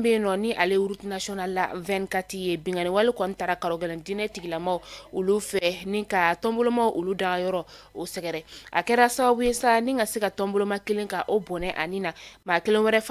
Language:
Bambara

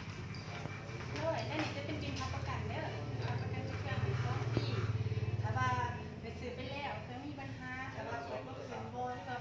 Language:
Lao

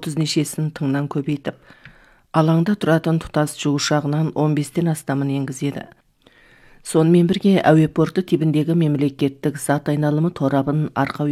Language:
Kazakh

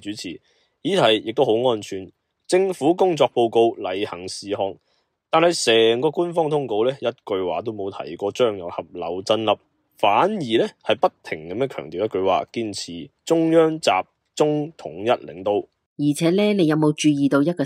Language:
Cantonese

